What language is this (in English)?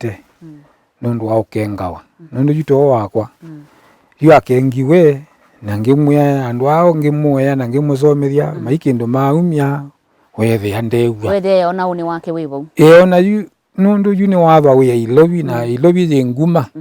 Kamba